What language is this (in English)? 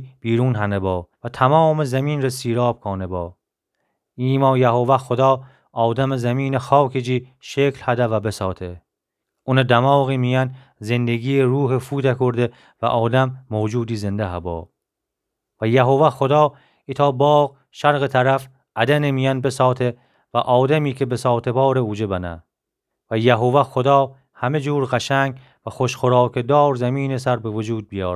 Gilaki